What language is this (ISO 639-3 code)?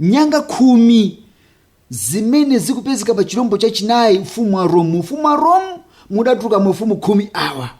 nya